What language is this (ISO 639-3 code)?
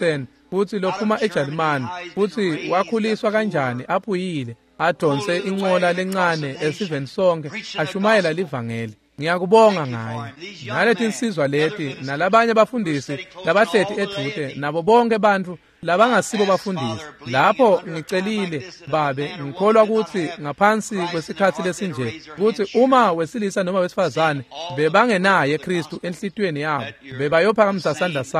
ssw